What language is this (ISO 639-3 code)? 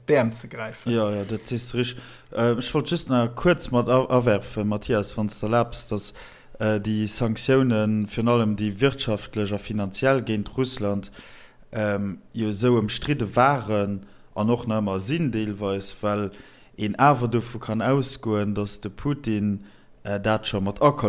ltz